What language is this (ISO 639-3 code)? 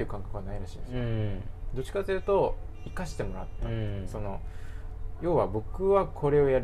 jpn